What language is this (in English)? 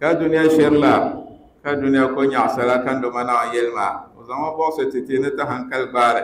Dagbani